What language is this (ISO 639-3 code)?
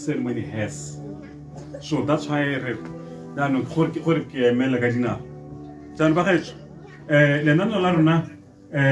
tsn